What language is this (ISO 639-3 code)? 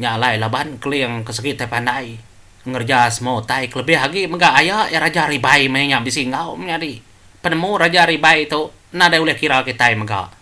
iba